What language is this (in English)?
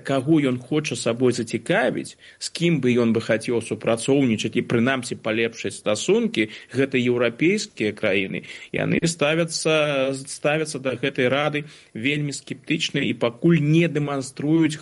Belarusian